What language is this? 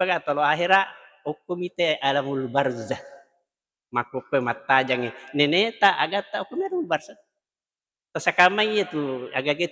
Buginese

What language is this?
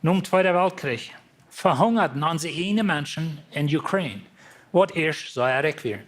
Plautdietsch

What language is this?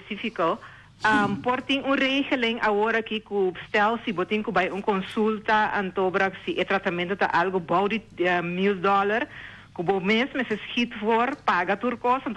Papiamento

